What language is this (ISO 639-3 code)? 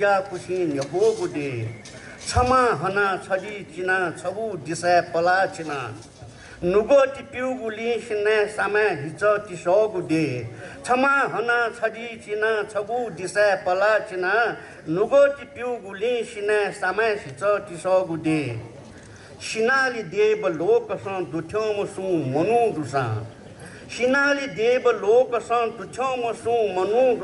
new